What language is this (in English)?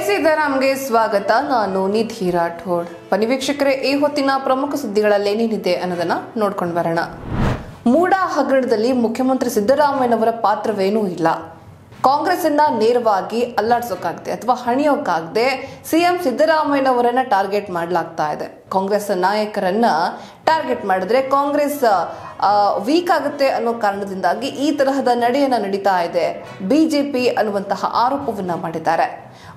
Kannada